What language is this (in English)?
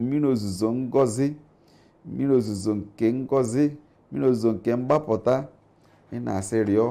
Igbo